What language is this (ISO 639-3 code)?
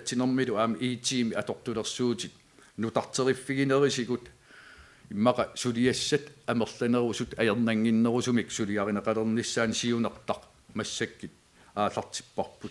kal